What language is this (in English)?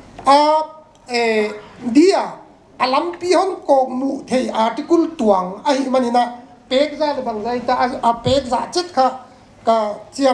Paite Chin